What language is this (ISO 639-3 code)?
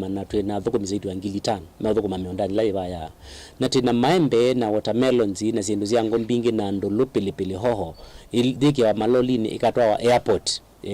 kam